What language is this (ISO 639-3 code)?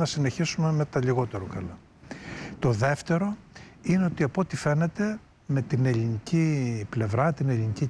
ell